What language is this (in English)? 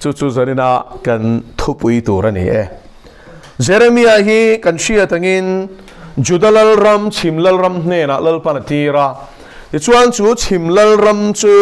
Mizo